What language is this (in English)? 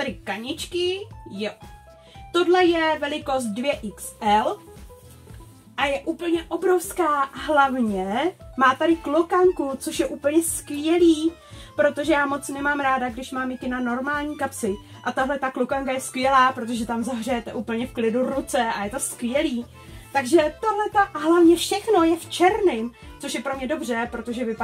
Czech